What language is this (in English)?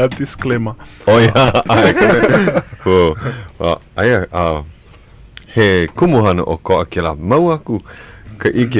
Hawaiian